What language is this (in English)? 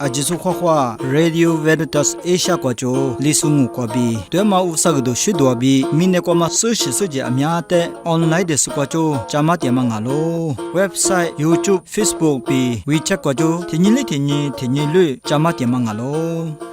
Lisu